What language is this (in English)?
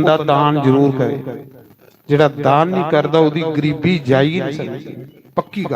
Dogri